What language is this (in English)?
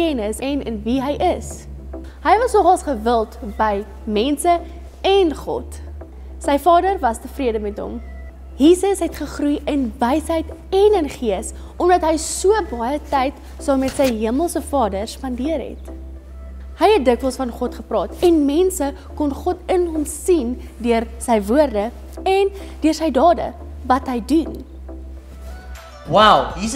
Afrikaans